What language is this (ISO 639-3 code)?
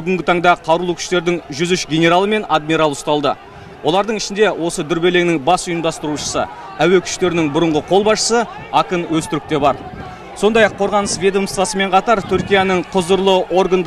kaz